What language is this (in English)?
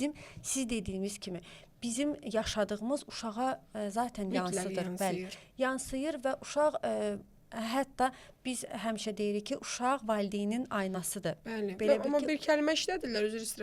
Azerbaijani